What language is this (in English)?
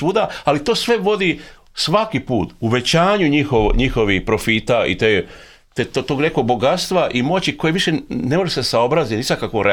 Serbian